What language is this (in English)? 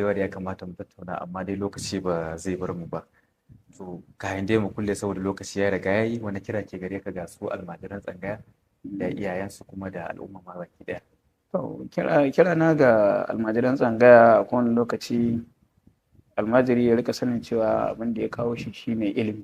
Hausa